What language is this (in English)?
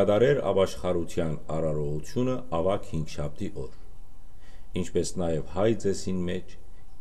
Western Armenian